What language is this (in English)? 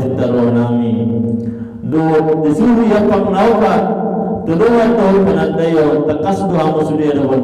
Batak Toba